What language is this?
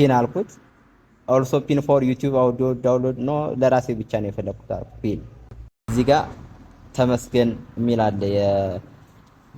Amharic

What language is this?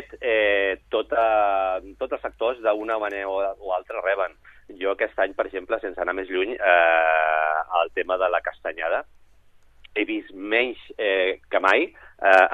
Catalan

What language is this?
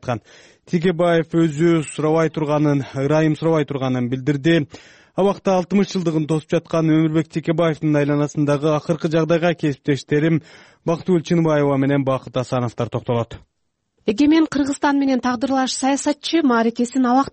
Kyrgyz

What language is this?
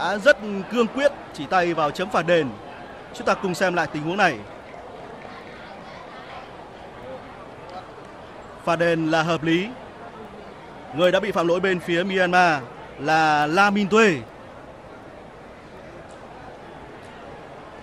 Vietnamese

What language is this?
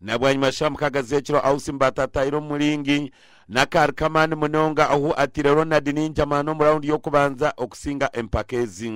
Nyankole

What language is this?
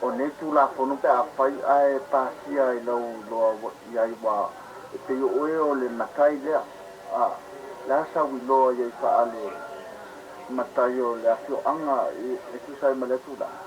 Samoan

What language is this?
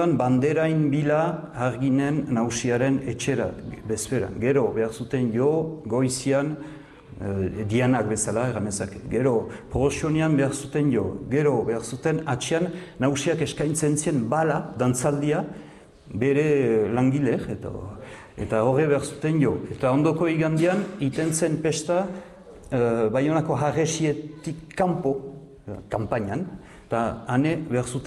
Basque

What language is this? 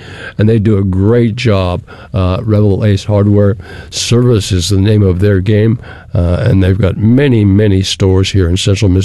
English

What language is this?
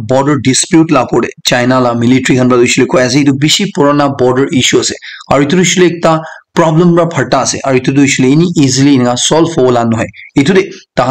Naga Pidgin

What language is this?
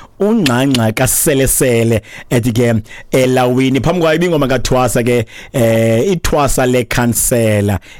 Xhosa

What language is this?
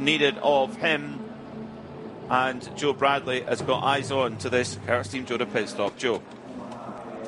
English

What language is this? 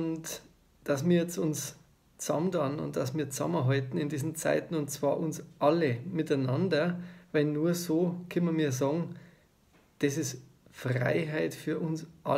Bavarian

